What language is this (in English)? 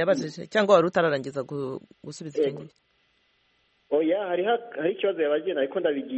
Kinyarwanda